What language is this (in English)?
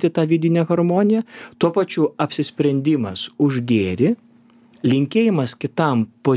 Lithuanian